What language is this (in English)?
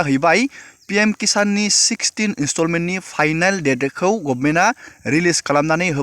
Bodo